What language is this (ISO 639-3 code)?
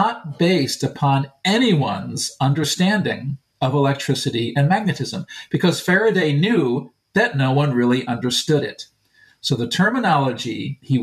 eng